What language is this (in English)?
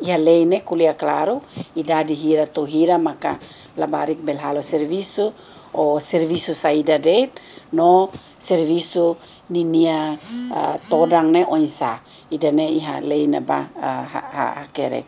Tetum